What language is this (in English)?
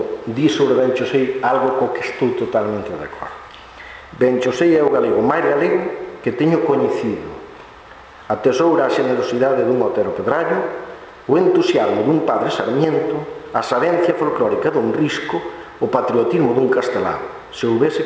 Galician